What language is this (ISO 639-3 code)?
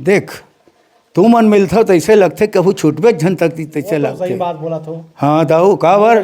hne